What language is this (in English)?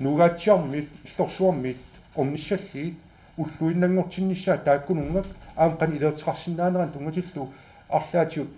Kalaallisut